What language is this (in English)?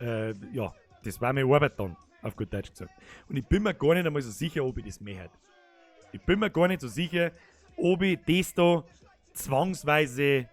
Bavarian